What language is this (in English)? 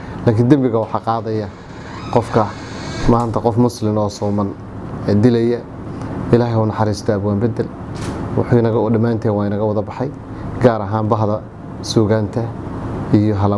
Somali